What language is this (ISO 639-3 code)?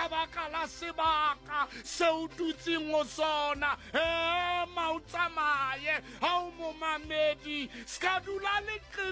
sot